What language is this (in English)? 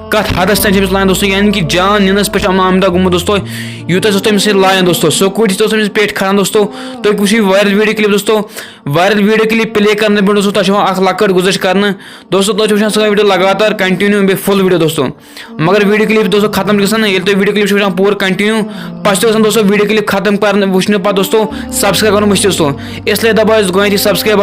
Kashmiri